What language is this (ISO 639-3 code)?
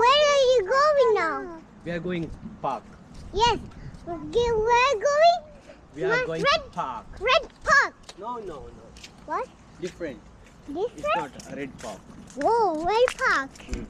tcy